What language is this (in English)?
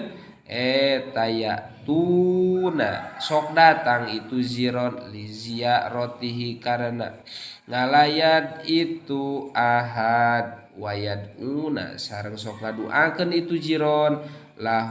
Sundanese